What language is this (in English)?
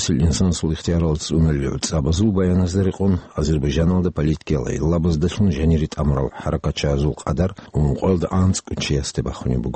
Avaric